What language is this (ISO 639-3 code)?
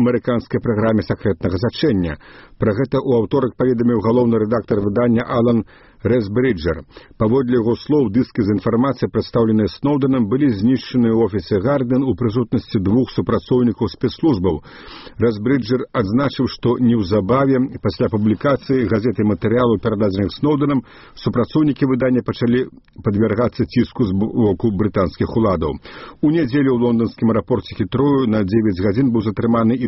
bel